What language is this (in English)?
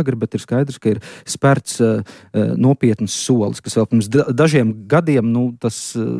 Latvian